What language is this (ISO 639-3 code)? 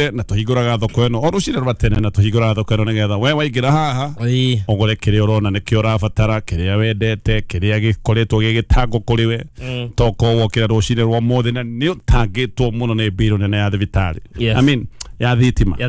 kik